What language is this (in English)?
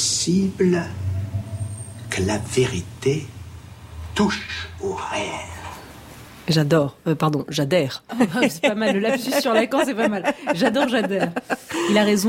French